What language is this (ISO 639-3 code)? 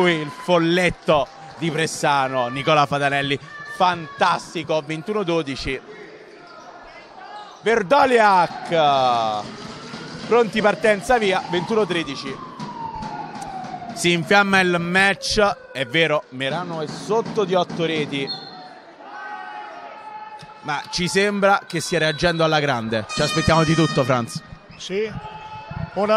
ita